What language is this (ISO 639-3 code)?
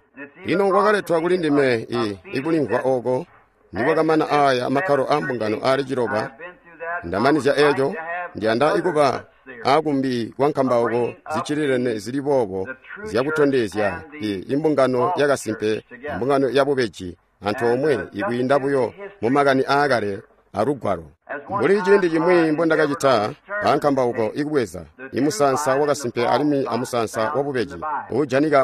toi